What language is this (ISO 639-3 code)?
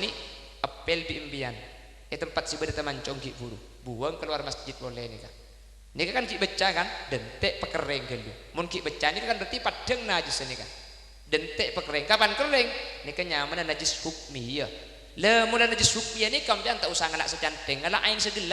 mad